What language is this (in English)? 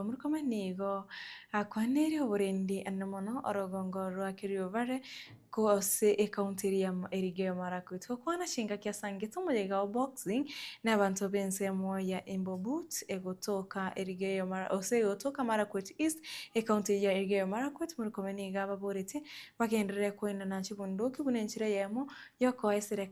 Gusii